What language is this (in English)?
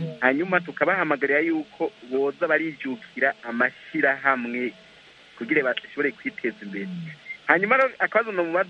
Kinyarwanda